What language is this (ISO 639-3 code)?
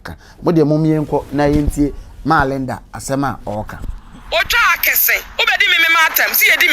aka